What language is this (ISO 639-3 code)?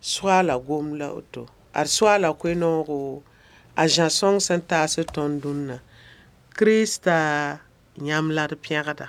mos